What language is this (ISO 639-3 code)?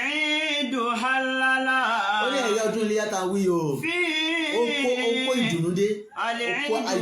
yor